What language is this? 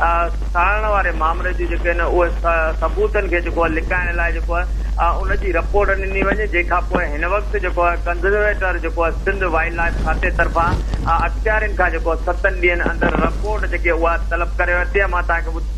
Sindhi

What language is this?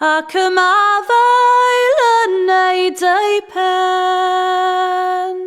Welsh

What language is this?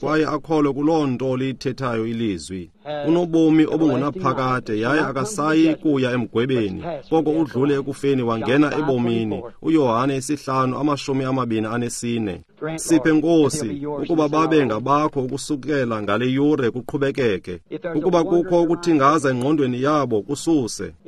Xhosa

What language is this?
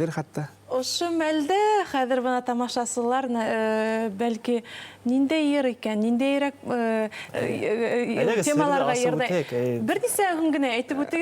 Bashkir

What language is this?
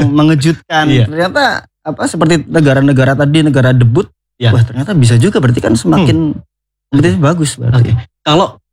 Indonesian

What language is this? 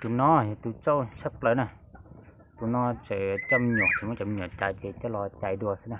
Hmong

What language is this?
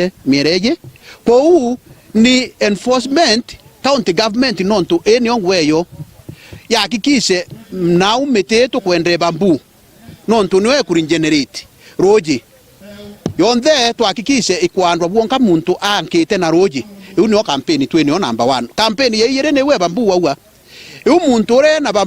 Meru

